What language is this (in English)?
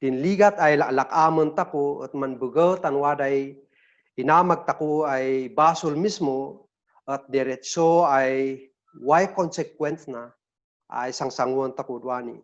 Kankanaey